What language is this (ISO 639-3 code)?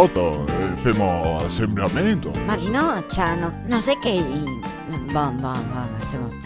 vec